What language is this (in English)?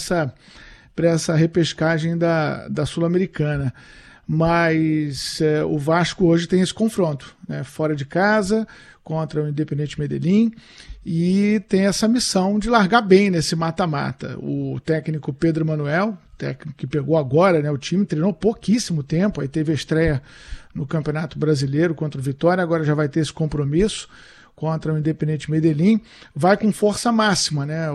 Portuguese